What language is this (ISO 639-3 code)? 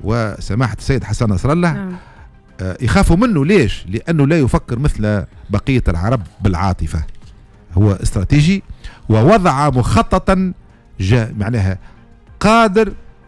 aeb